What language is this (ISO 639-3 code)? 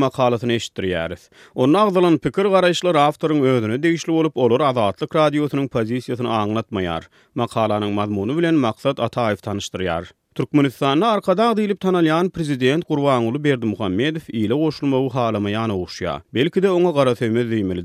tuk